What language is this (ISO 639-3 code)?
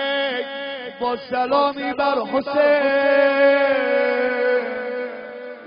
fas